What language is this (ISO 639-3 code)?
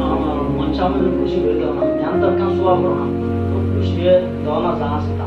rhg